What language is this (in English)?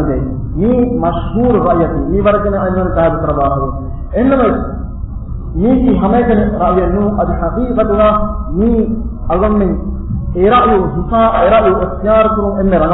Divehi